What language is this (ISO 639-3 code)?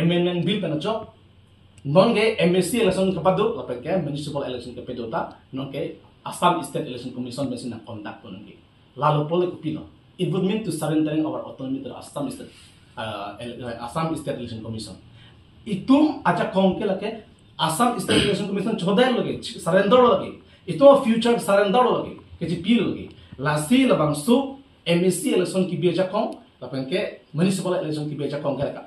mjw